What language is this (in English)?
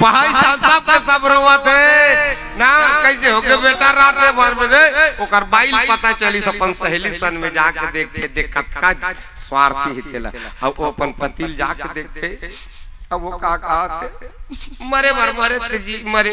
Chhattisgarhi